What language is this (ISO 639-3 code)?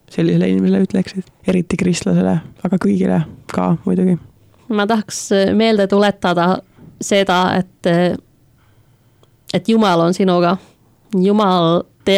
est